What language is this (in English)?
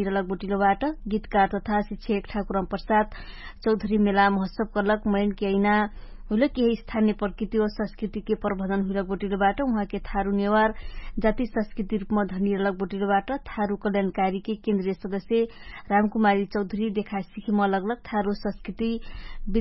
Dangaura Tharu